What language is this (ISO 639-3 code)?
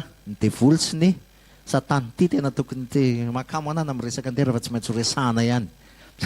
mlg